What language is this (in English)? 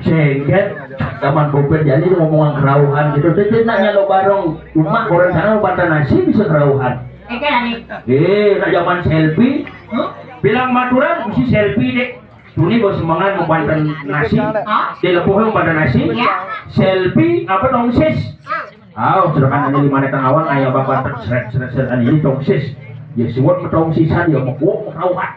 Balinese